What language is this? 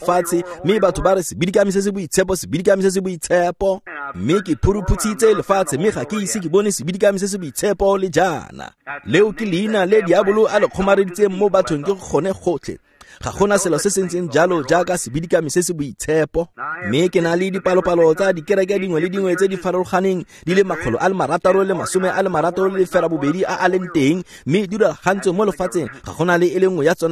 Tswana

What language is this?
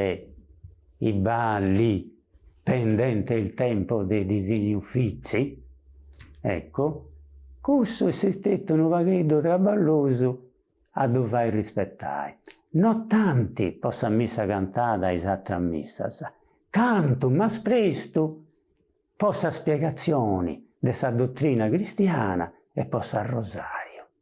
Sardinian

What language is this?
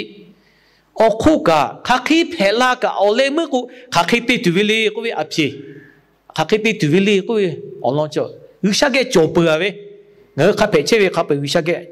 Lahu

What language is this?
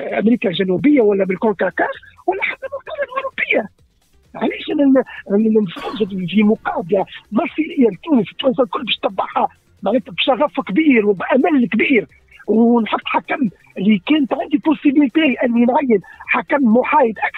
Tunisian Arabic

